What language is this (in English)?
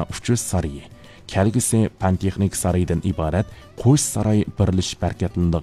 Uyghur